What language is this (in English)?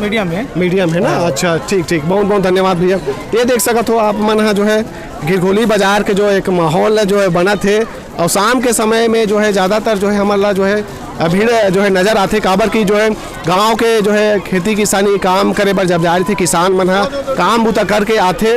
Chhattisgarhi